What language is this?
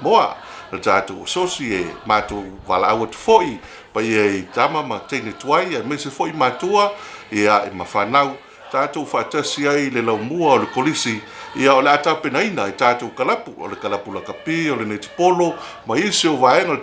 Samoan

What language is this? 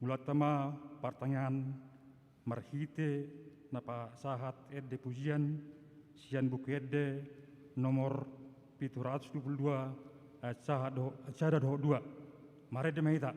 Batak Toba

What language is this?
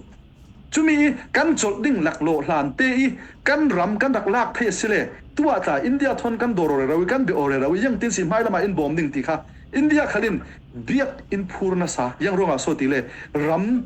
Falam Chin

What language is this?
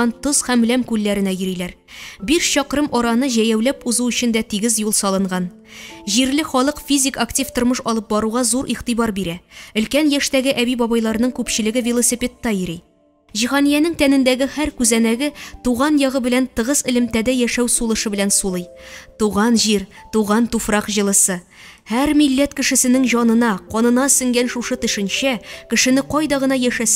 Tatar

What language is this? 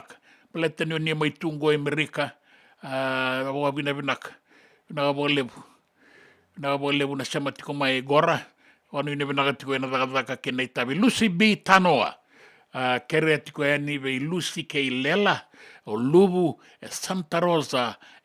Fijian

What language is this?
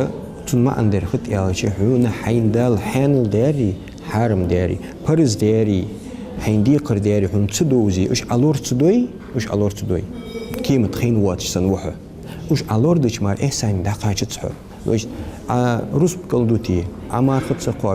Ingush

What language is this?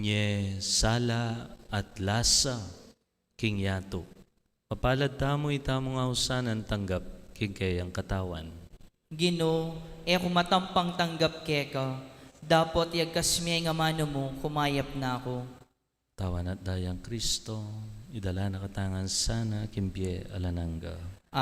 Pampanga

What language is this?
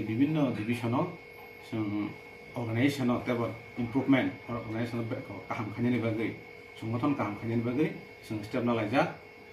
Kok Borok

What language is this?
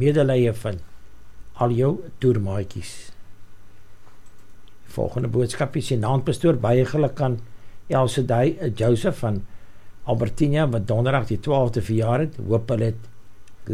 Afrikaans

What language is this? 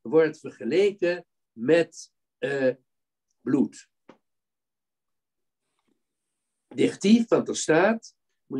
Dutch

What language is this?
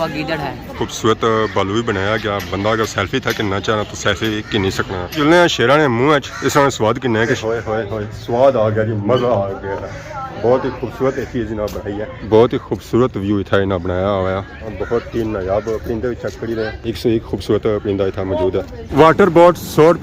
Pahari-Potwari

